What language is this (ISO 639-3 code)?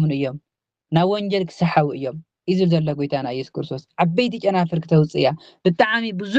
tir